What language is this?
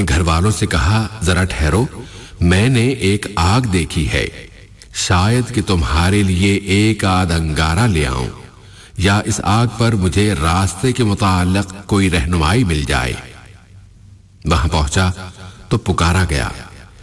Urdu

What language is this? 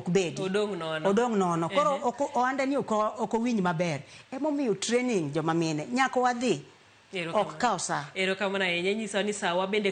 Luo (Kenya and Tanzania)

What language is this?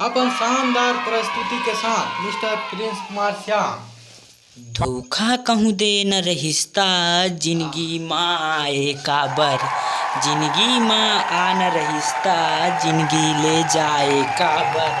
Chhattisgarhi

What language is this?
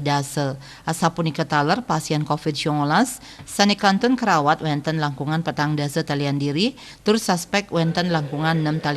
Balinese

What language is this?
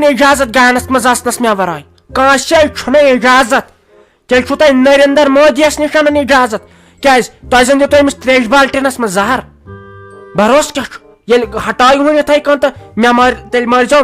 Kashmiri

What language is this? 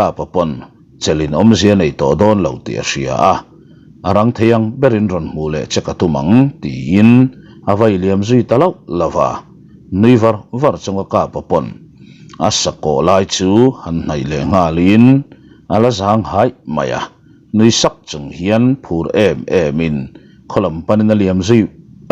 Mizo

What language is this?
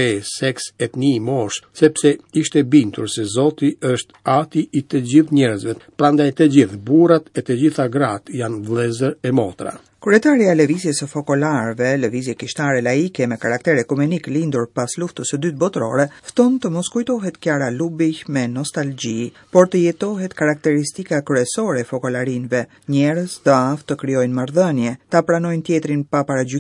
Albanian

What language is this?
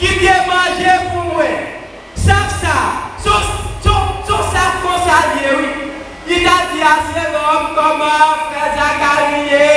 Haitian Creole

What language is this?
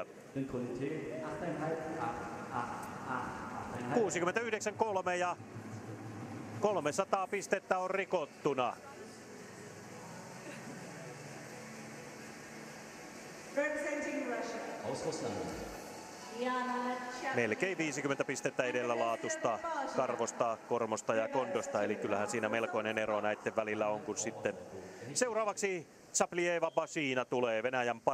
Finnish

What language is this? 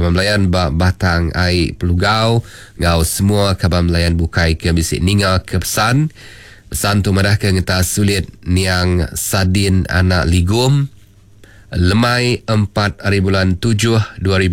Iban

